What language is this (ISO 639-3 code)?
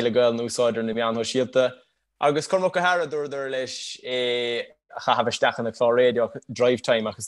gle